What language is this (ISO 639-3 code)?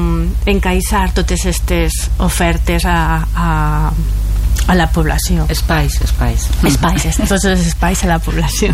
cat